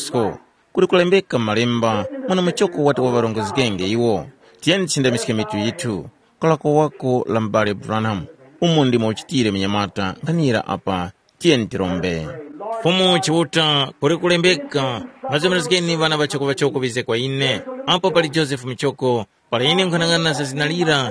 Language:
Tumbuka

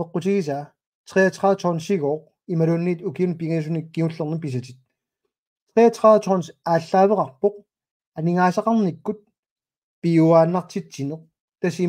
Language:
Kalaallisut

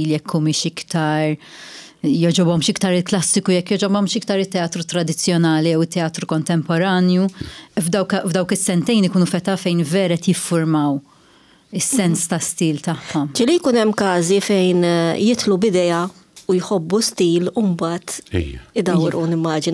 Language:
Maltese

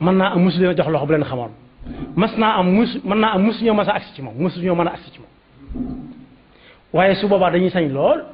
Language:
Wolof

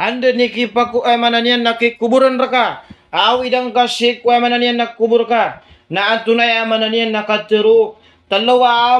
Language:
Maranao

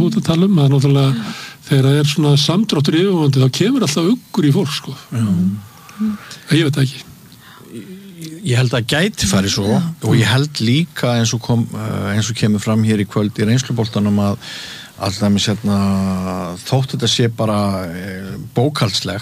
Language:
Icelandic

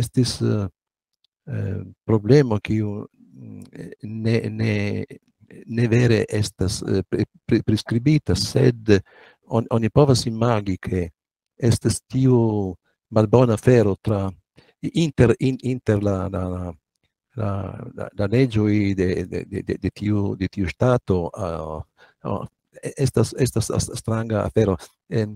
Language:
Esperanto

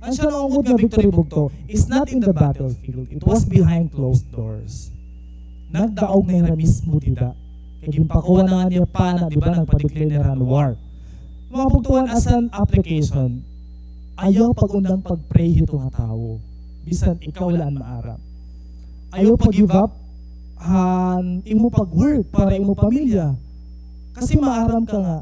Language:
Waray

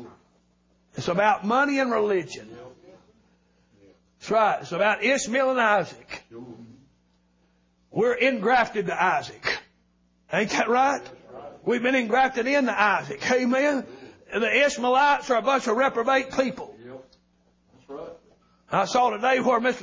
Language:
English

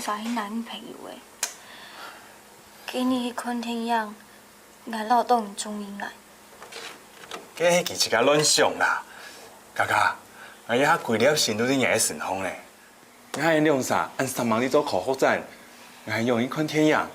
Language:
Hakka Chinese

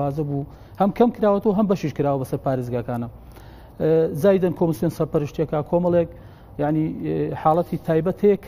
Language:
Central Kurdish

